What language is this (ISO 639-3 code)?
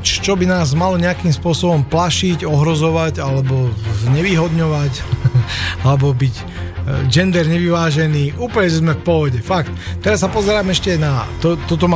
slk